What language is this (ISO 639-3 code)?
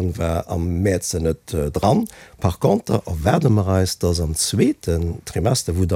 ltz